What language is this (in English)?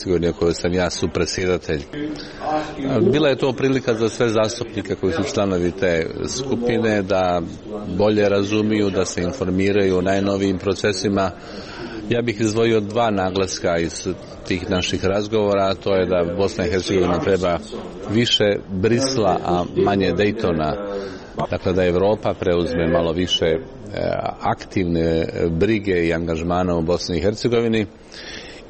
Croatian